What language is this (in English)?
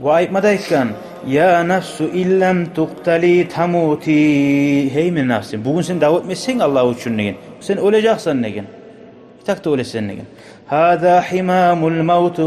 Kumyk